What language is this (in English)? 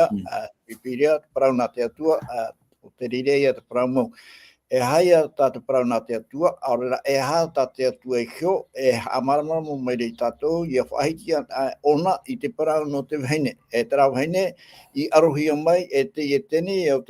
Tahitian